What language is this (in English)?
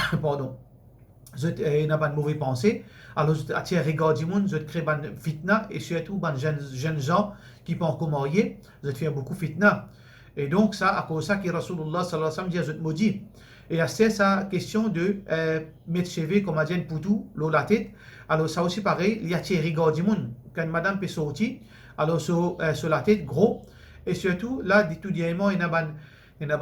Morisyen